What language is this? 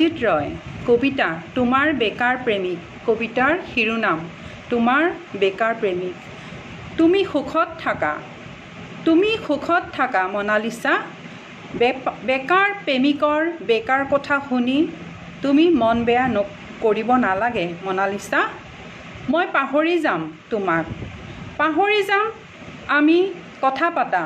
Assamese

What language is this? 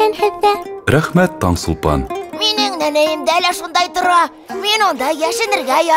Bashkir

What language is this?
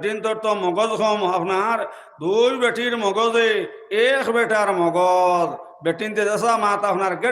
Sylheti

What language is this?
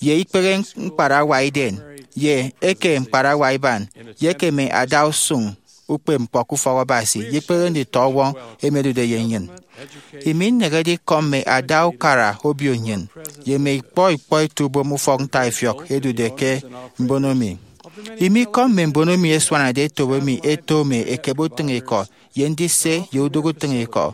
Efik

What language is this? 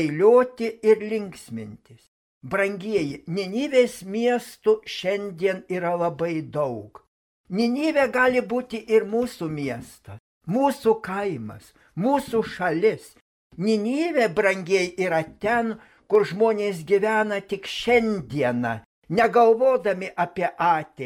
Lithuanian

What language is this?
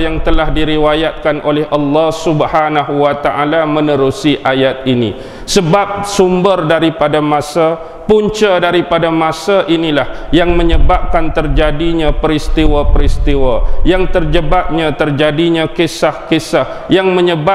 Malay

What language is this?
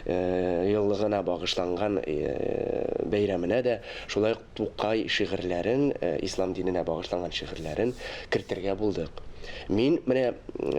Tatar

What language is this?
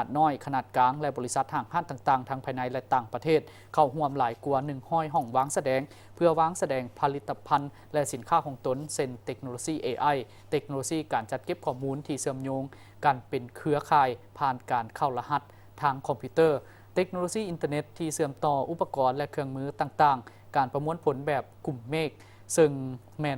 Lao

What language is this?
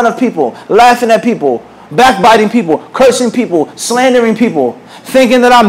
English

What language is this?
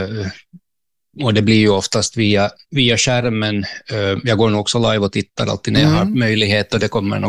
Swedish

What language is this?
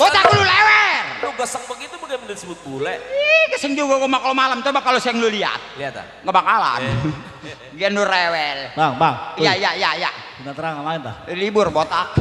Betawi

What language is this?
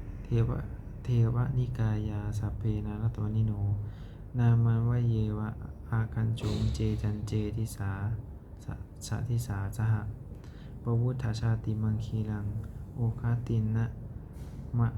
Pali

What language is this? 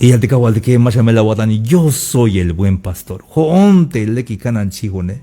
Tzeltal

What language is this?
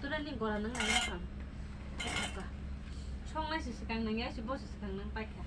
Kok Borok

